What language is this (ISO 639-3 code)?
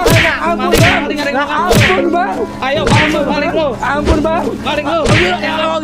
bew